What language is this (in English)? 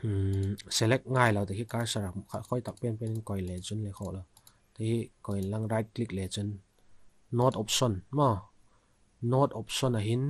Vaiphei